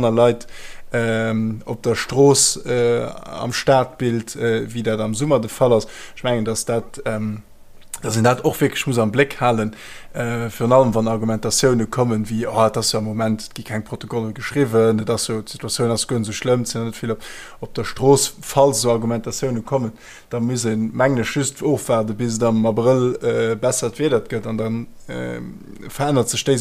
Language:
Luxembourgish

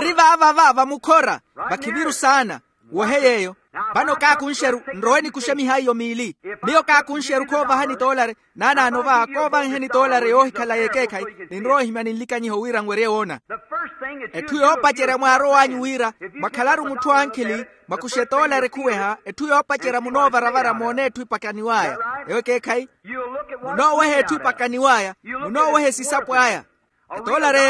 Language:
Makhuwa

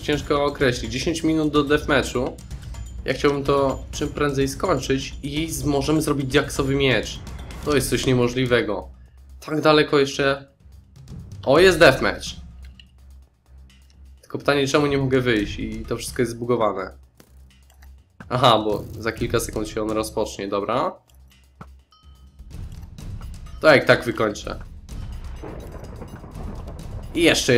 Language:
Polish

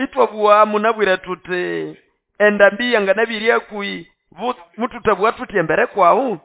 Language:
Nande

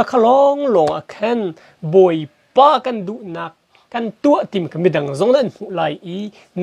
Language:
Hakha Chin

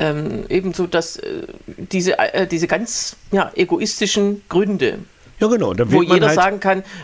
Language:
German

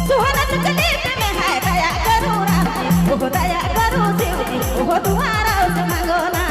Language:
Sadri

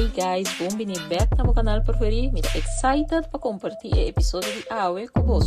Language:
Papiamento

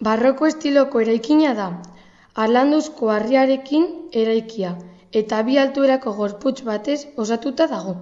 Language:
Basque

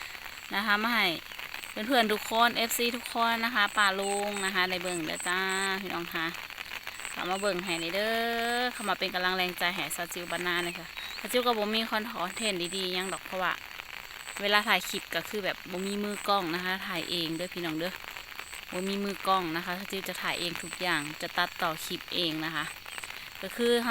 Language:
Lao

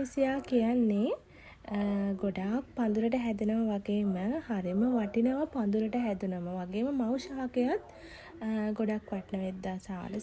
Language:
Sinhala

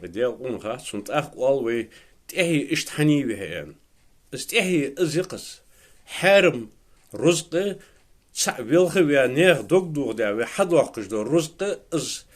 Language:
Ingush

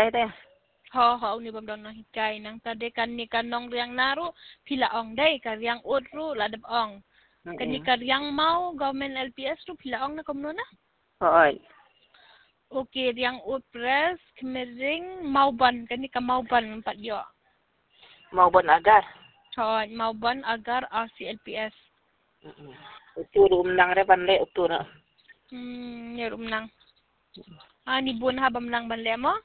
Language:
Khasi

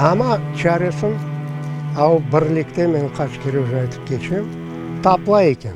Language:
Crimean Tatar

